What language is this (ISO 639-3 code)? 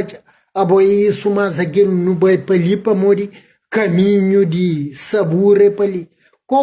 kea